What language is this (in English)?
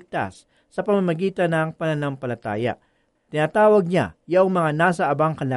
Filipino